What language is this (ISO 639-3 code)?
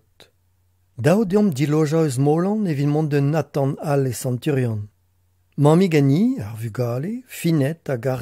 bre